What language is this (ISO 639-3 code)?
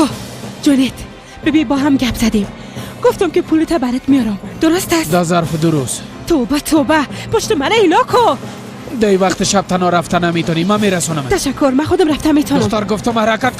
fas